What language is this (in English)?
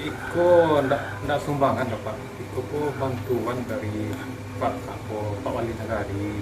Minangkabau